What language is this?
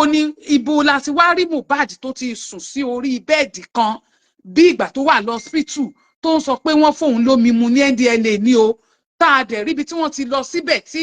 Yoruba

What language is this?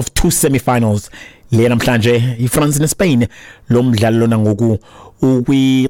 Xhosa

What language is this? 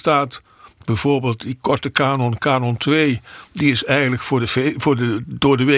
Dutch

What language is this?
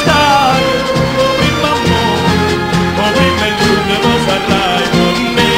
Neapolitan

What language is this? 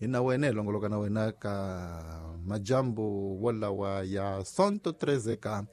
Tsonga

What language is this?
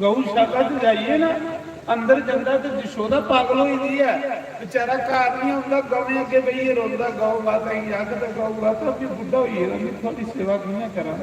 Dogri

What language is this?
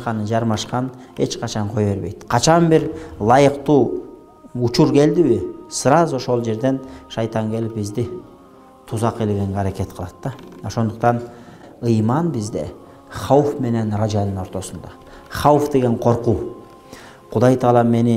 Kyrgyz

